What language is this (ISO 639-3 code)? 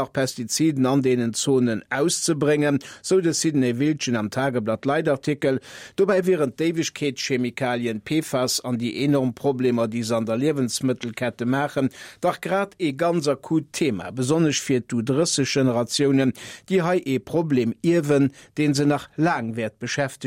ltz